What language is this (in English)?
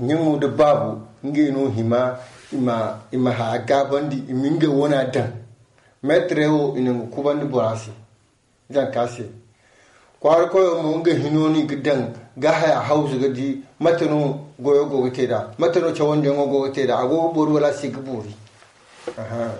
Zarma